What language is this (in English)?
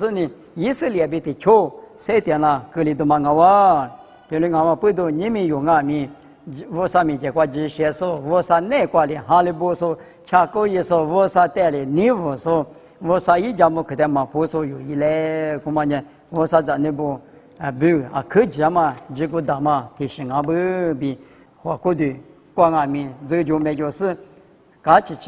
Lisu